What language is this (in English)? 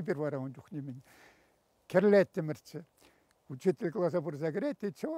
Chuvash